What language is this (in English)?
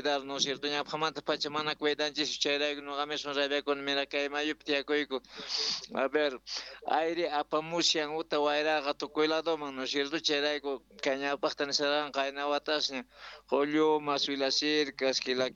South Bolivian Quechua